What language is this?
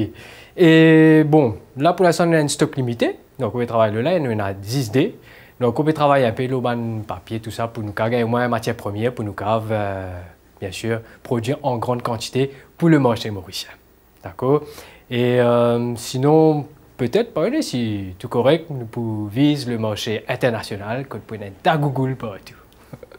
Morisyen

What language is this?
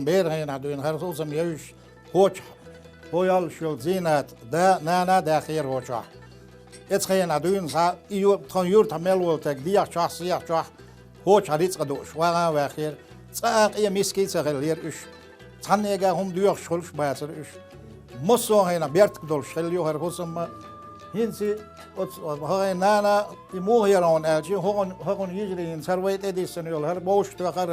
Chechen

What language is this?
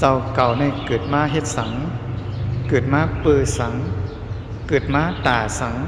Shan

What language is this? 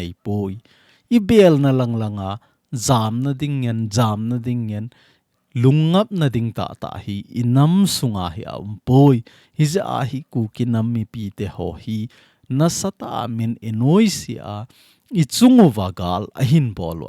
Thado Chin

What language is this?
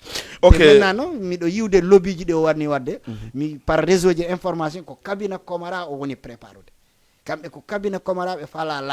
Fula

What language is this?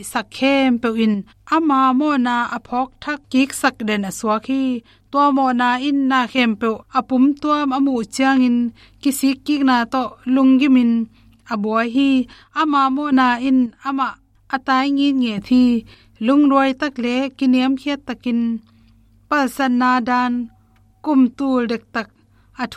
Tedim Chin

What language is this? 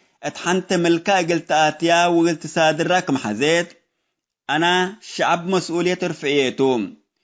Tigre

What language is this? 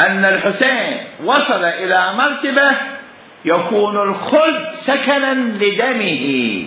Mesopotamian Arabic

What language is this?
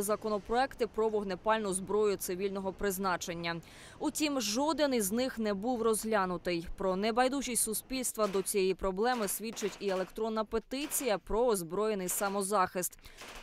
Ukrainian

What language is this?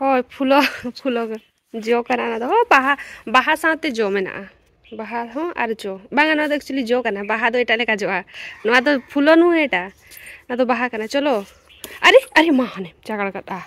Santali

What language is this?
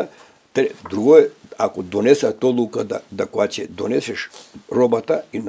Macedonian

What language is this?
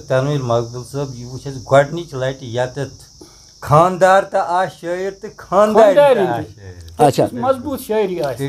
Kashmiri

